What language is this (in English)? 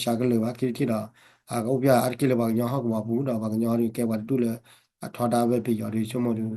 S'gaw Karen